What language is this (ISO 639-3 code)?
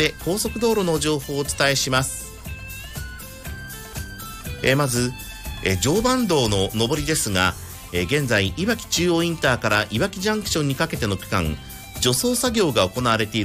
jpn